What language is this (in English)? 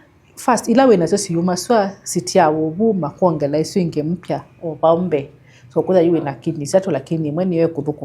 Kamba